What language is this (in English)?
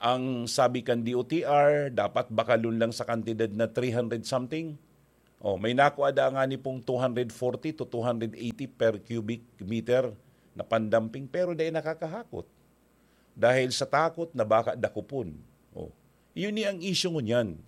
Bikol